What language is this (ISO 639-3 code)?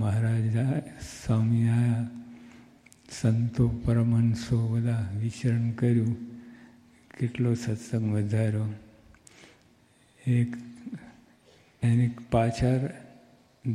guj